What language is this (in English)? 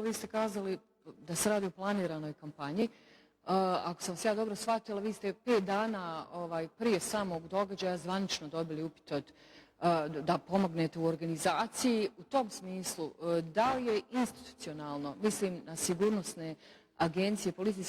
Bosnian